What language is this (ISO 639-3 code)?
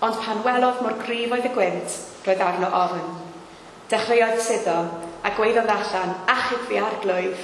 cym